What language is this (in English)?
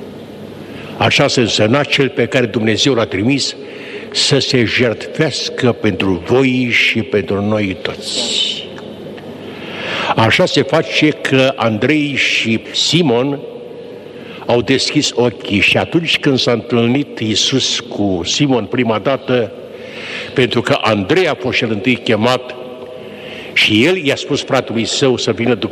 Romanian